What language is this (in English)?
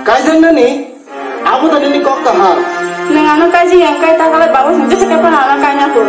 Kok Borok